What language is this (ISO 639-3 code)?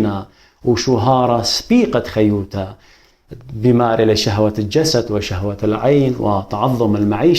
aii